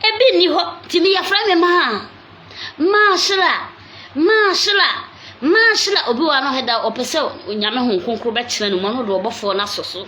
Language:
Akan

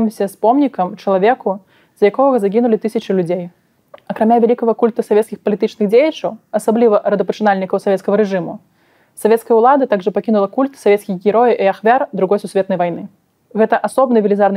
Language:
Belarusian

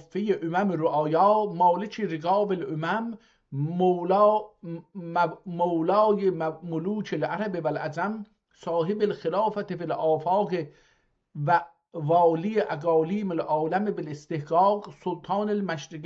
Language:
South Azerbaijani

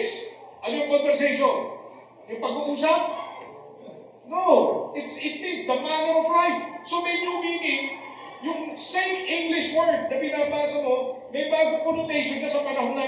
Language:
Filipino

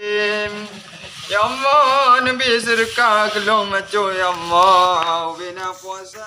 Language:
Achinese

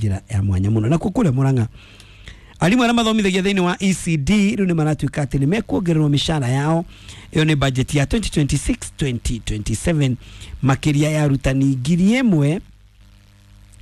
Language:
Kikuyu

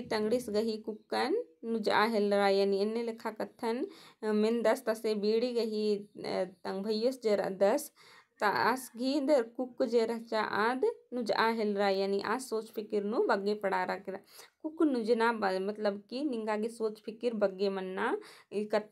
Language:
Kurukh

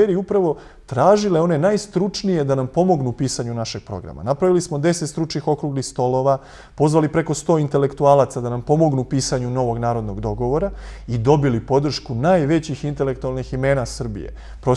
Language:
Serbian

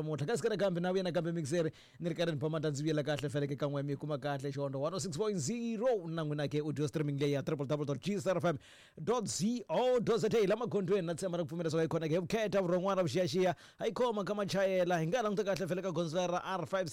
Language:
Tsonga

